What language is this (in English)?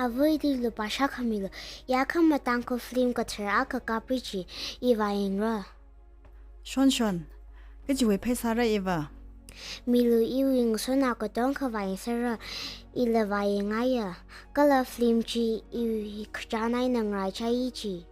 Tangkhul Naga (India)